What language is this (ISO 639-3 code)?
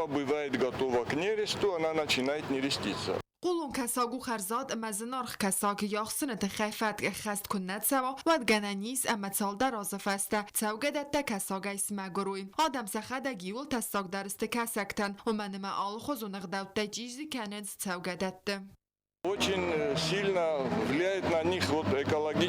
oss